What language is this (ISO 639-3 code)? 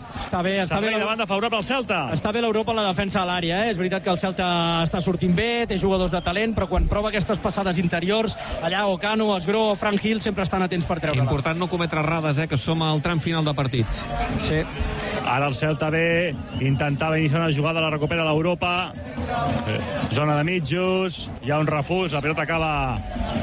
cat